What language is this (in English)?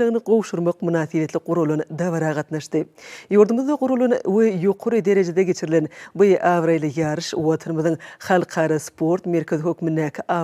Turkmen